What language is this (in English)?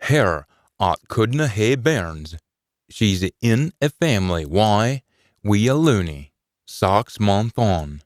Scots